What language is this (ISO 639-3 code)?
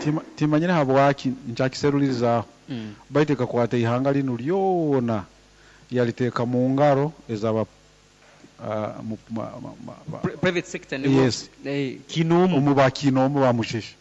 nyo